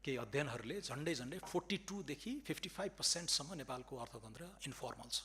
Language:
Nepali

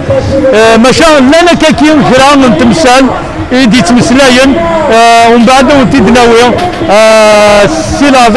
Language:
Kabyle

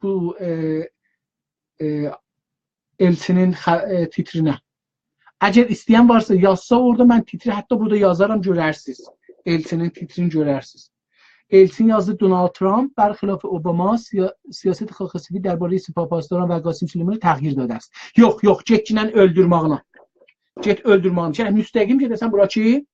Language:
South Azerbaijani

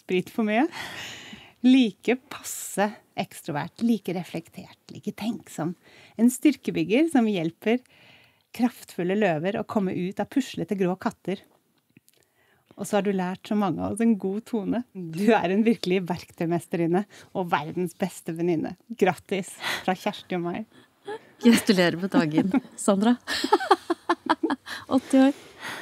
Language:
Norwegian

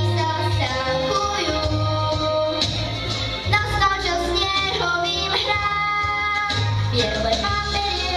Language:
Slovak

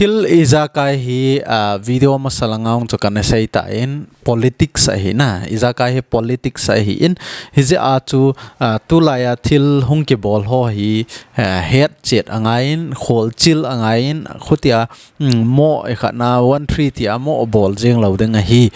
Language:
Thado Chin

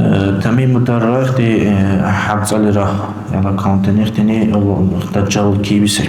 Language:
Dargwa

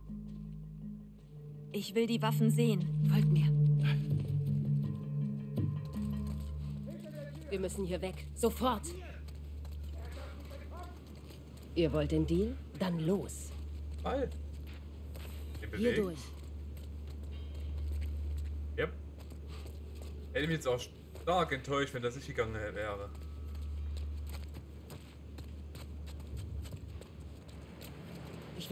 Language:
German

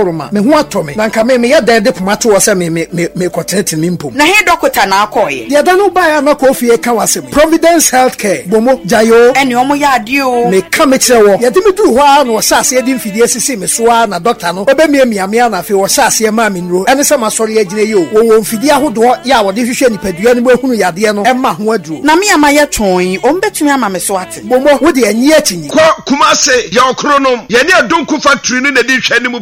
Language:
Akan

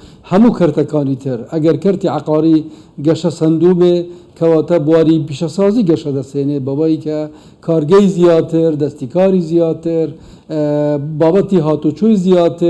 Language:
Central Kurdish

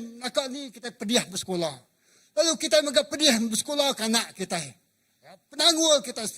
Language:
Iban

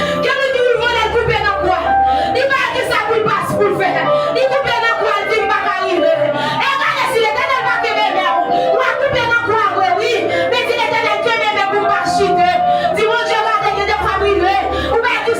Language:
Haitian Creole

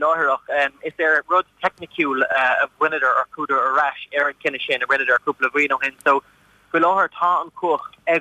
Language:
Irish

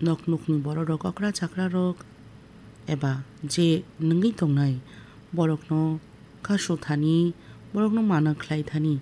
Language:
Kok Borok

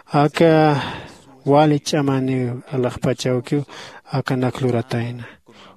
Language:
Aymara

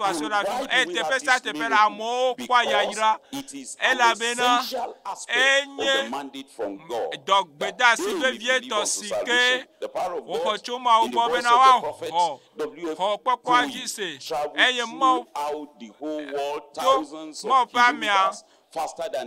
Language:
Ewe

